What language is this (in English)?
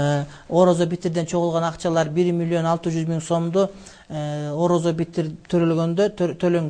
Kyrgyz